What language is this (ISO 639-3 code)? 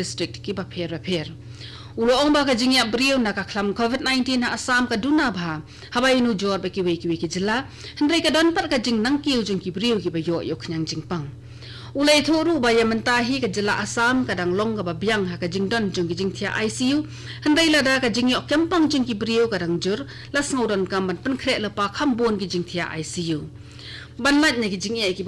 kha